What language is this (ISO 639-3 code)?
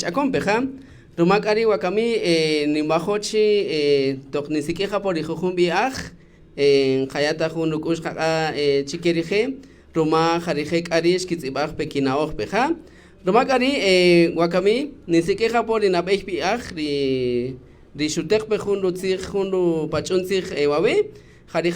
cak